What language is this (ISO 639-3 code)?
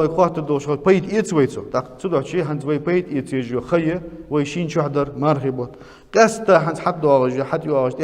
inh